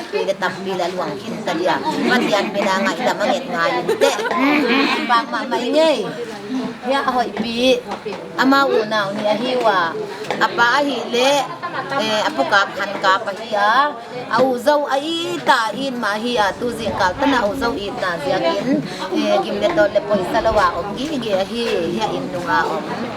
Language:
Paite Chin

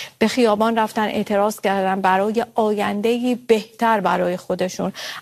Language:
Persian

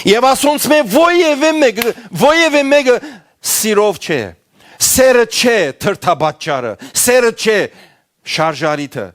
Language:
Western Armenian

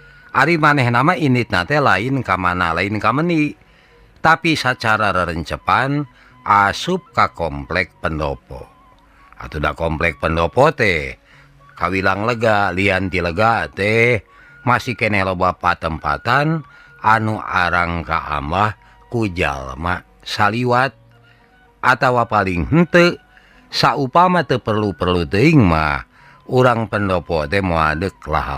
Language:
Sundanese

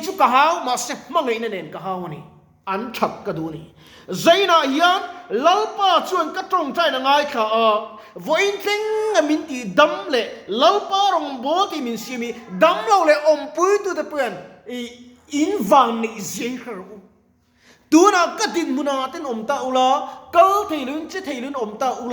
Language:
Mizo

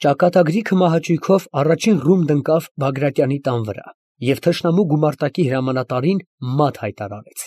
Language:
Armenian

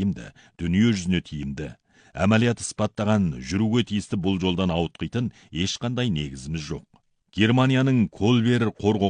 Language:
Kazakh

